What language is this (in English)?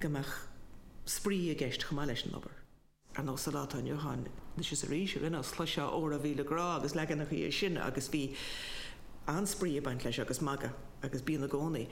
Irish